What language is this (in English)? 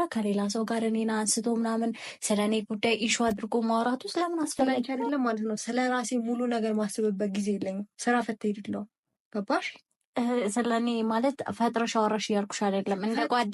Amharic